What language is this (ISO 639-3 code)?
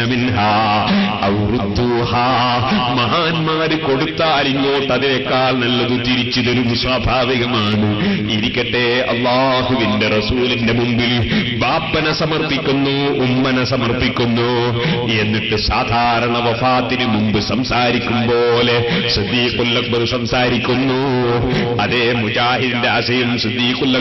mal